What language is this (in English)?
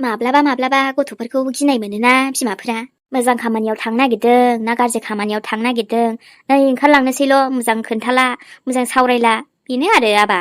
Bodo